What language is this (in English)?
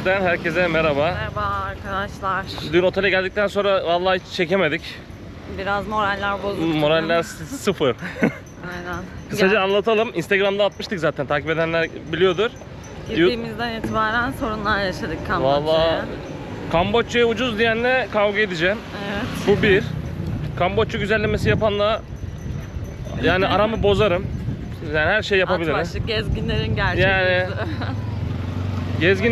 Turkish